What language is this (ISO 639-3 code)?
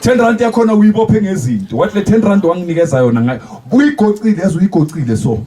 zul